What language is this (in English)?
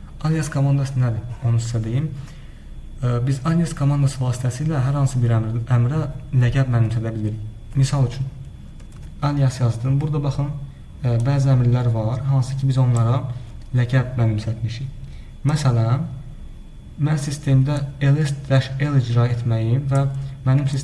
Azerbaijani